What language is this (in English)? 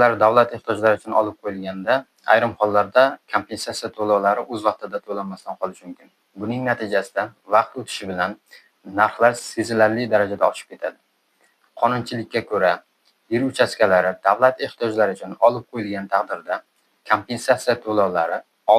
Uzbek